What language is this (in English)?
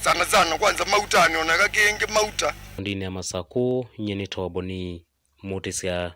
Kamba